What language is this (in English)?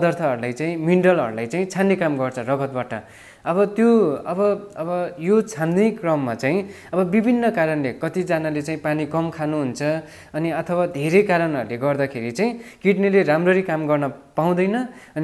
Nepali